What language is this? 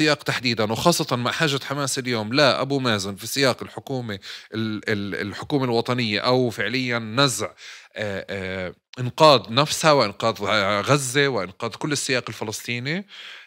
North Levantine Arabic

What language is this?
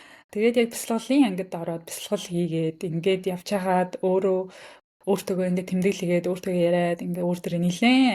Mongolian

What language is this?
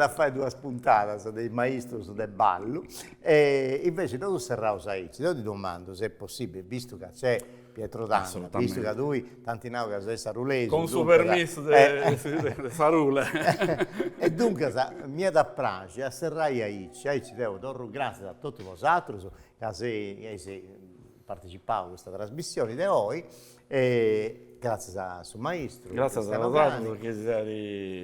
Sardinian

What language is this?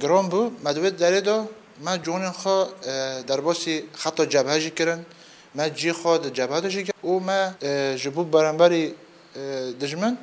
Kurdish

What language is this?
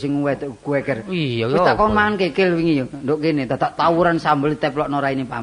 Javanese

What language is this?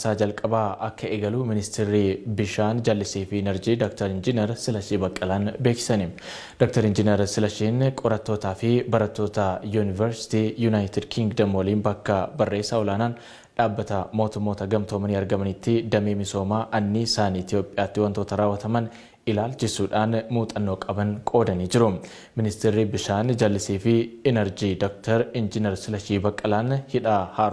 Oromo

